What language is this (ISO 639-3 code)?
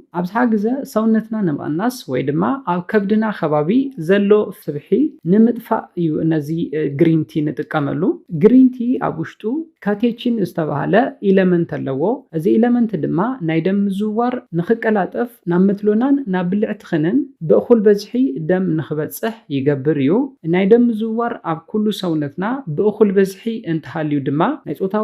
tir